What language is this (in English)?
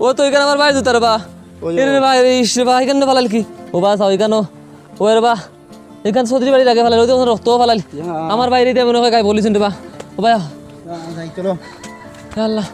Sylheti